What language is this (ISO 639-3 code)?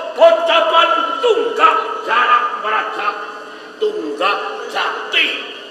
jav